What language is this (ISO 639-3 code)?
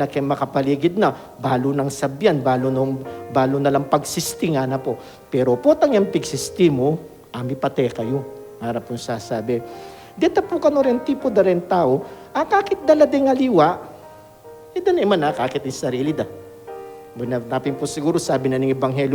pam